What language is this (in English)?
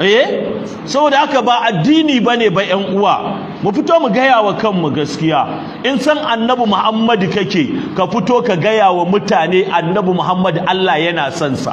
Hausa